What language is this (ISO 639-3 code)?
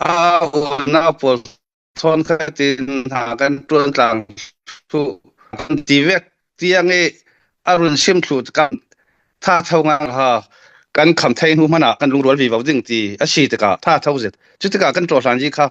cnh